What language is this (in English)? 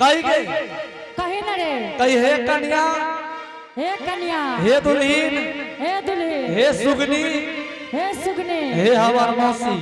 Angika